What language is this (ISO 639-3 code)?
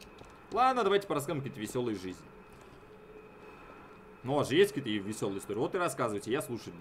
rus